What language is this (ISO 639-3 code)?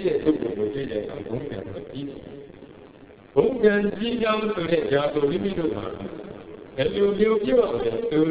mya